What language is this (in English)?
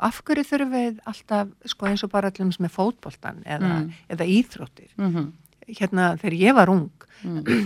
Icelandic